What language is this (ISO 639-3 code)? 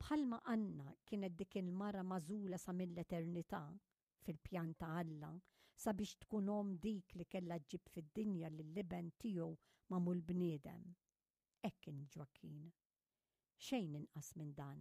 mlt